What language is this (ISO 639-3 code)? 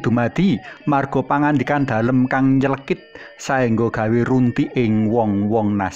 jav